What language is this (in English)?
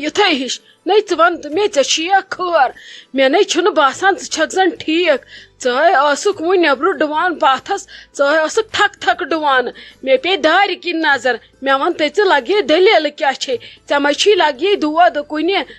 Kashmiri